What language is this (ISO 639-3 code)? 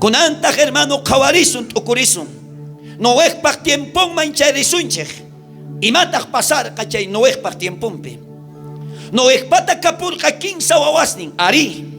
quh